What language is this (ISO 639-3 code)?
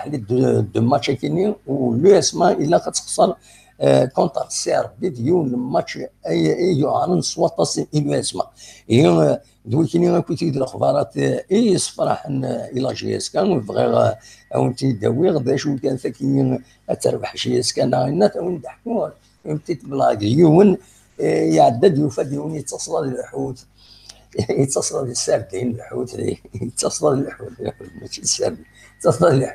kab